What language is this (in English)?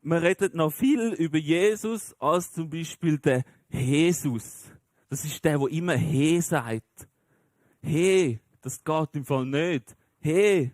Swiss German